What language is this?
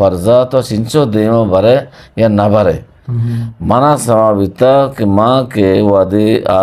Eastern Balochi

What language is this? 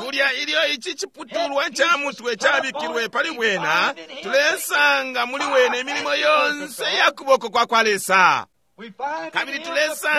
Bemba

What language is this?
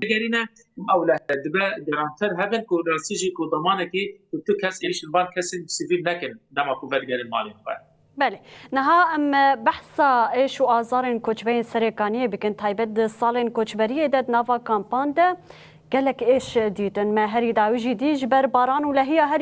Kurdish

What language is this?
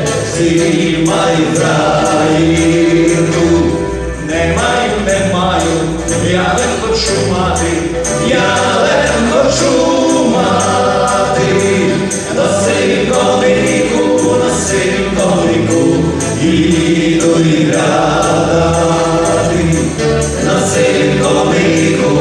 Rusyn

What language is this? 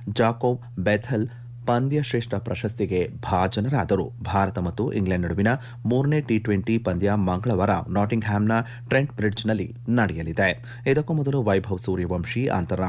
Kannada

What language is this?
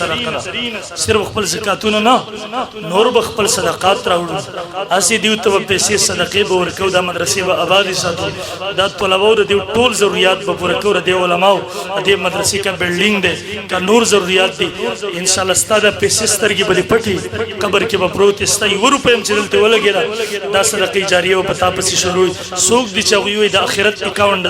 Pashto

